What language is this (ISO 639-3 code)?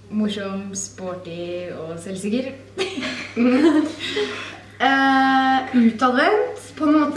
nor